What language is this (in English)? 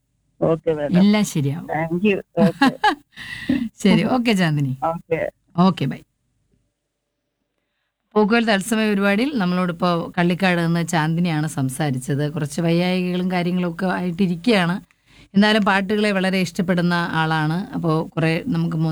Malayalam